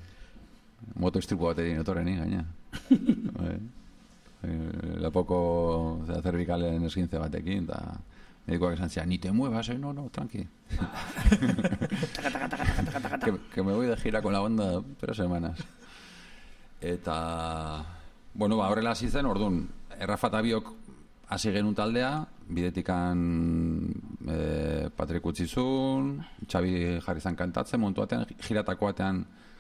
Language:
Basque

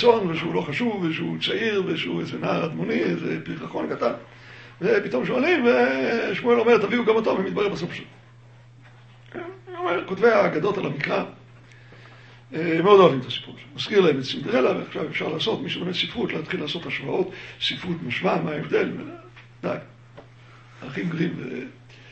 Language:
Hebrew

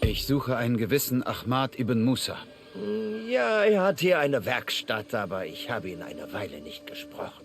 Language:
Bavarian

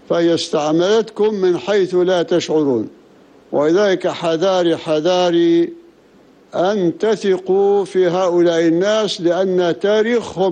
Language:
Arabic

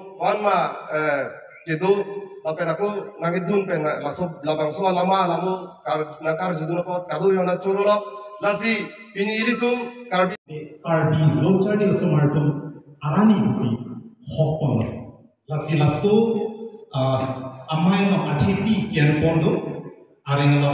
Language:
Karbi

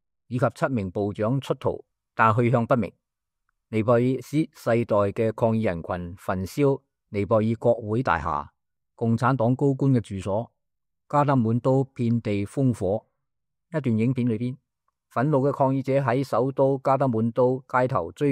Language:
Cantonese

